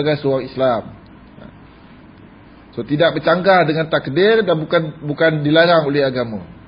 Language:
Malay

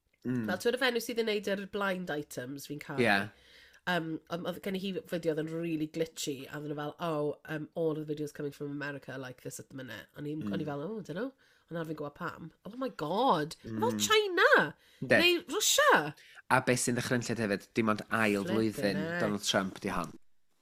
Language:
Welsh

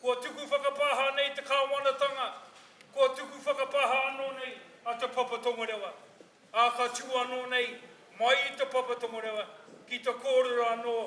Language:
Māori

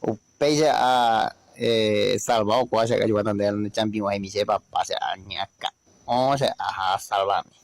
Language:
Guarani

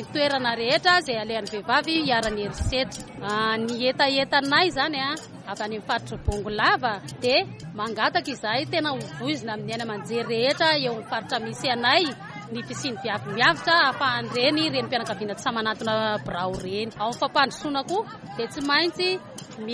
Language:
Malagasy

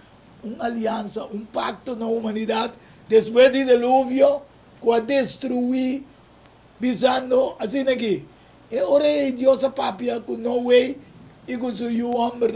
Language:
Papiamento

